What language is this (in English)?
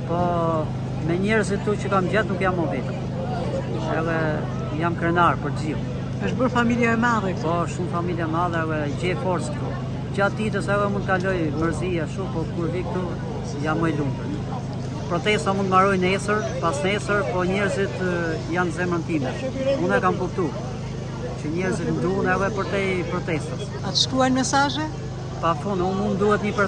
Albanian